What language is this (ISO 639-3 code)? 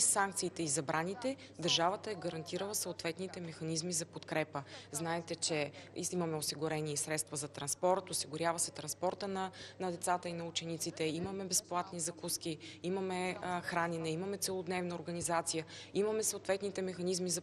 bul